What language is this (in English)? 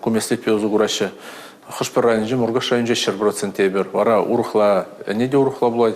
Chuvash